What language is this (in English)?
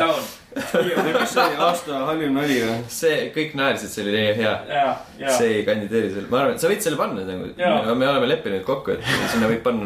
Estonian